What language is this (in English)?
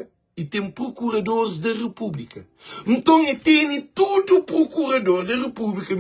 Kabuverdianu